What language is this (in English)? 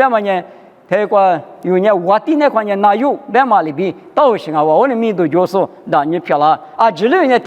Lisu